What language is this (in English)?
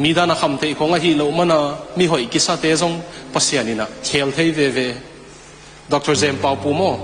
Tedim Chin